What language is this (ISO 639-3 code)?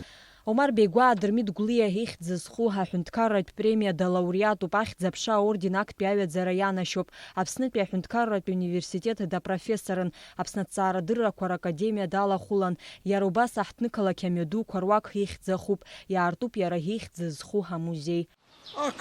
abk